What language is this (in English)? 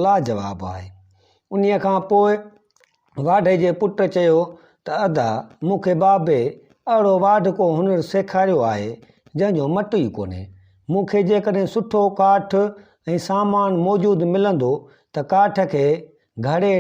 Sindhi